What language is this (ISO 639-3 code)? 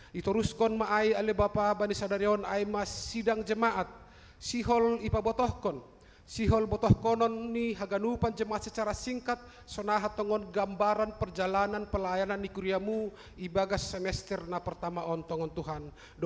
bts